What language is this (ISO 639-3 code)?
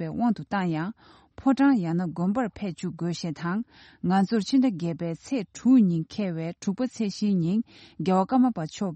bod